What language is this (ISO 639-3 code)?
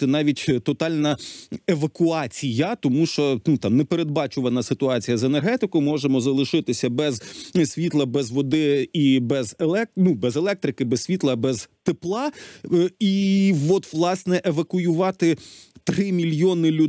ukr